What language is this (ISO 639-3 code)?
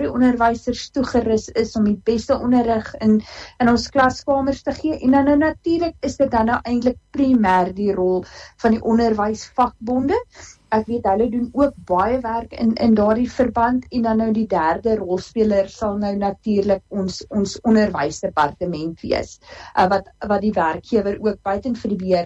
afr